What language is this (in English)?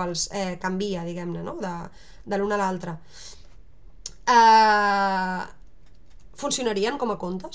Catalan